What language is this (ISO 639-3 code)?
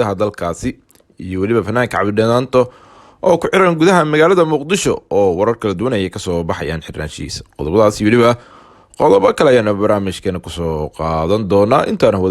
som